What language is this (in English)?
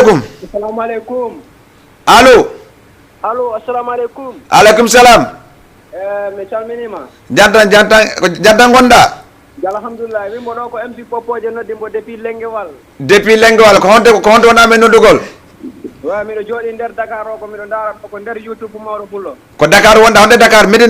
Fula